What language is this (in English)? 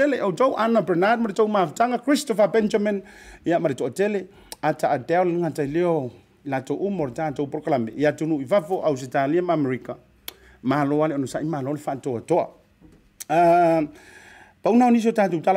Samoan